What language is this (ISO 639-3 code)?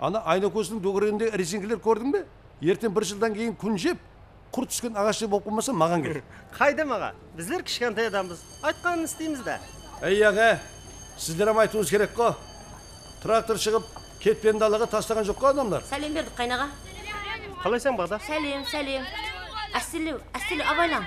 kaa